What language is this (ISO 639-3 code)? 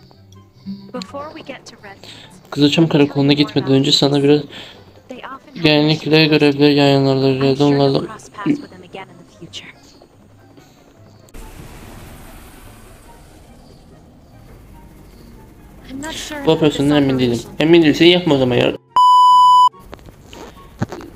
tur